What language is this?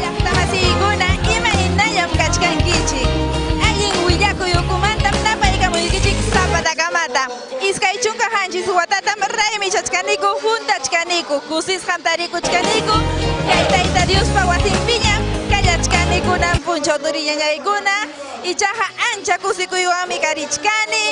Ayacucho Quechua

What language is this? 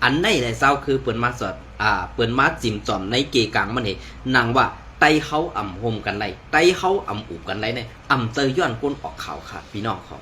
Shan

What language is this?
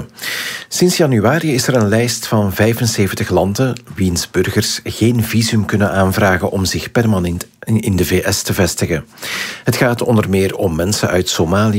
Dutch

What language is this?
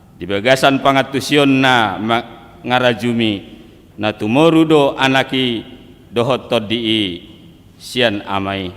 Batak Toba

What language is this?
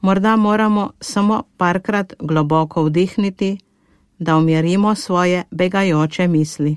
Slovenian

